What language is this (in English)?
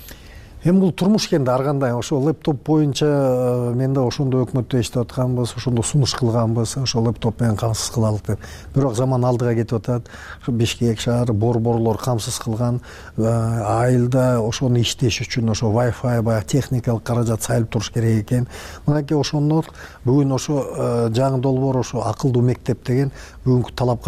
Kyrgyz